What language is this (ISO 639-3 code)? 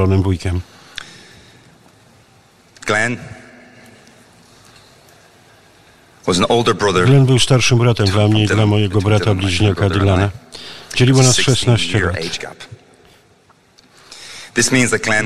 pol